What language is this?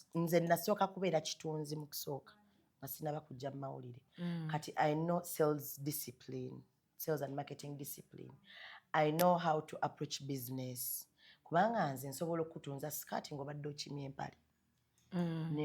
Ganda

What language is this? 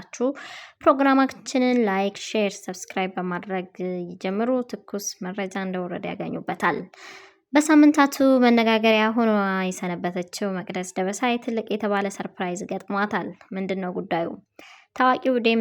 Amharic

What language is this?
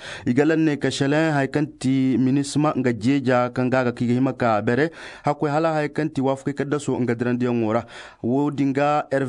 Zarma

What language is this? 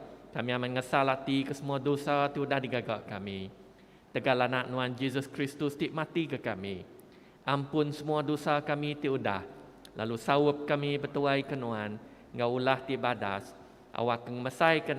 Iban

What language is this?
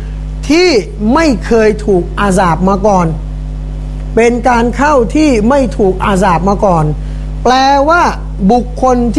Thai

